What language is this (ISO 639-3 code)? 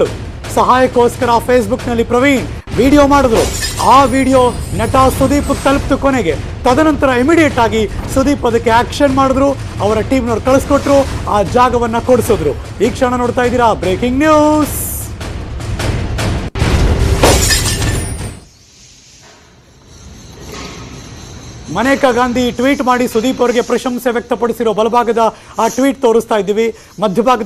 kan